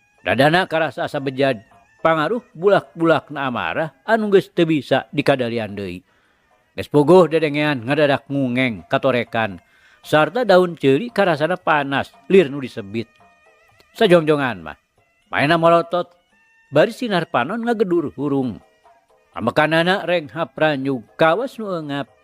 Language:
Sundanese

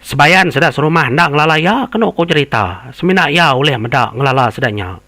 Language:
Iban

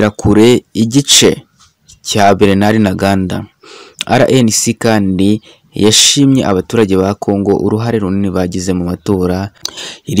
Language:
Kinyarwanda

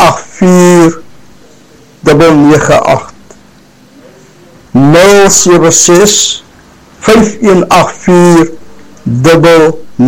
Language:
Afrikaans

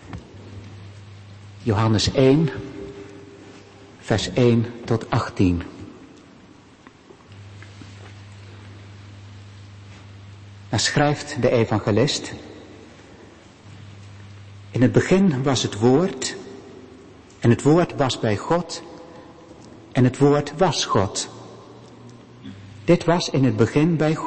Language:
Dutch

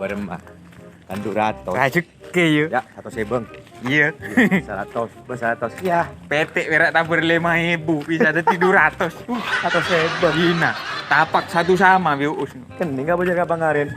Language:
Madurese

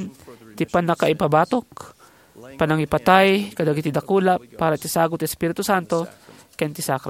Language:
Iloko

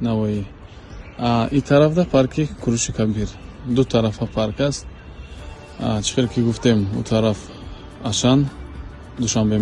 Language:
Tajik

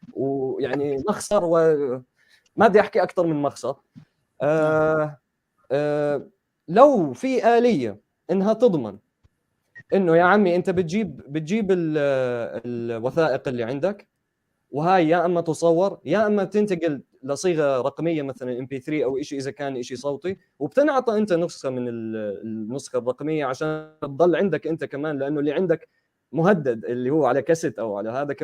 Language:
North Levantine Arabic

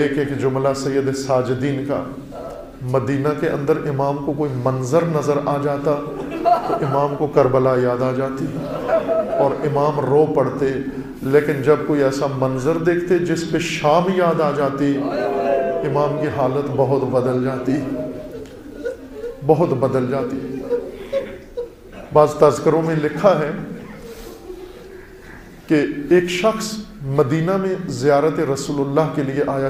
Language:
Urdu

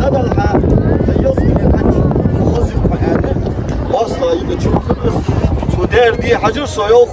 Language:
Ingush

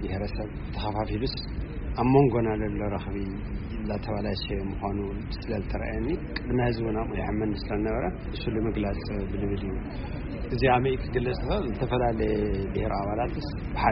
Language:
Tigrinya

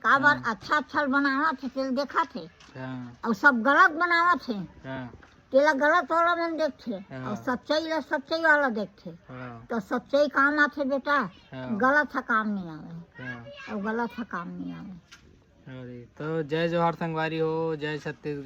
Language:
Chhattisgarhi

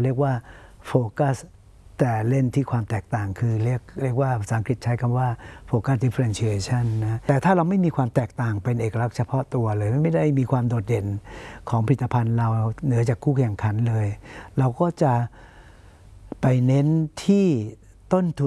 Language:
Thai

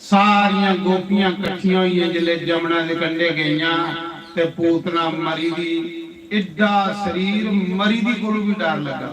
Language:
Dogri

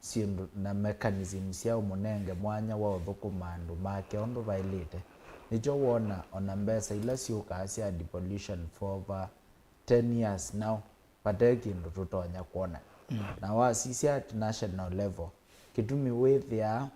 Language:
Kamba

